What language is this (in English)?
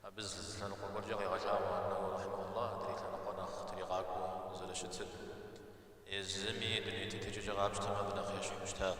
Kabardian